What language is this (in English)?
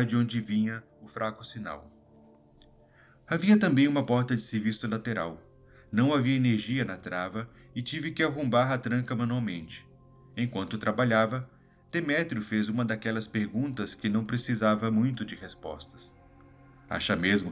Portuguese